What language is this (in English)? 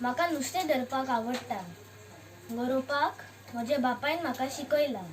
Konkani